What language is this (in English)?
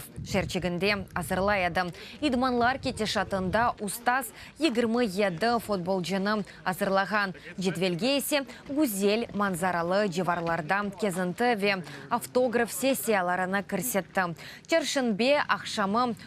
Crimean Tatar